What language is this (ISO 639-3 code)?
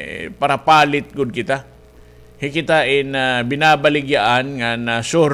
war